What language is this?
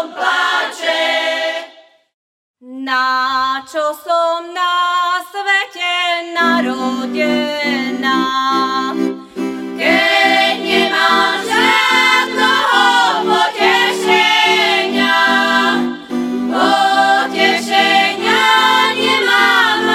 Slovak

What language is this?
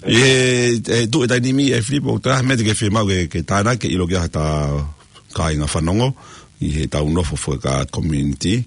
Tongan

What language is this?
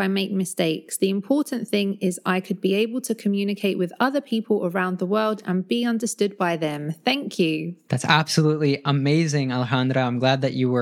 English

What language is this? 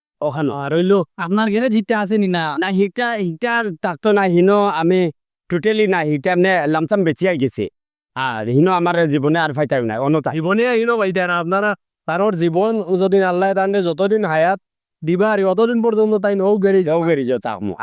Sylheti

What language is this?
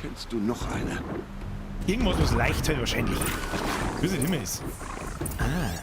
Bavarian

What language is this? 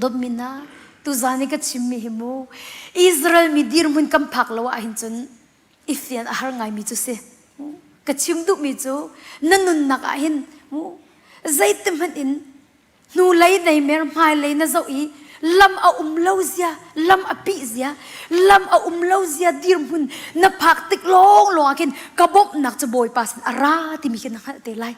Hakha Chin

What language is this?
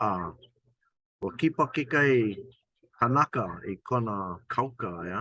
Hawaiian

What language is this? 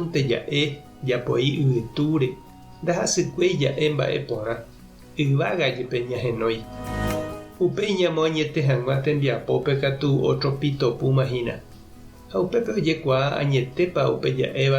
Guarani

